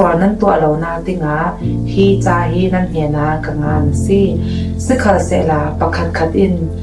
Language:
Falam Chin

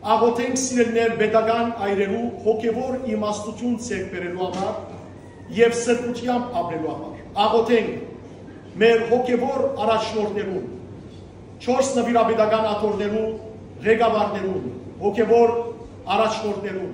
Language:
Western Armenian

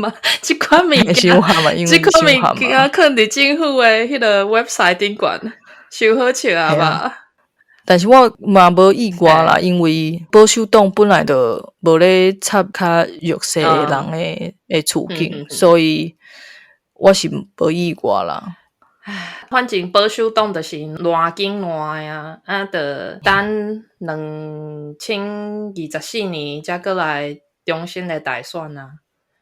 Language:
Min Nan Chinese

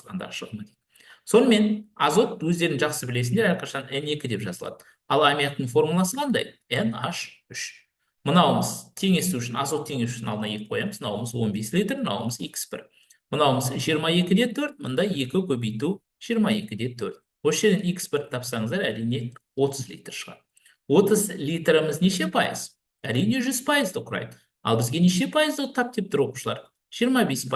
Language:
Kazakh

